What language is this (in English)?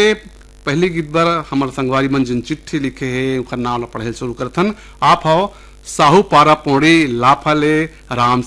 Chhattisgarhi